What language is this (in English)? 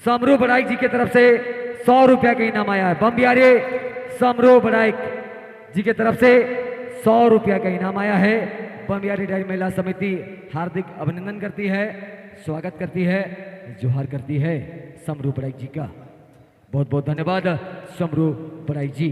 Sadri